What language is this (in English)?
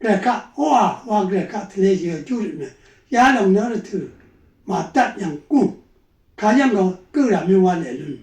Rawang